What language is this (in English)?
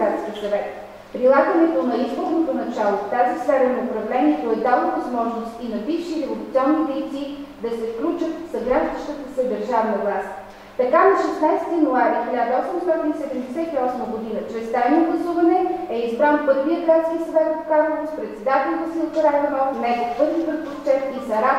Bulgarian